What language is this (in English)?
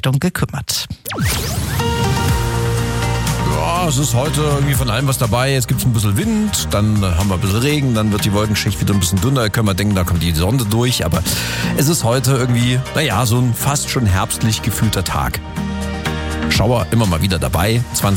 German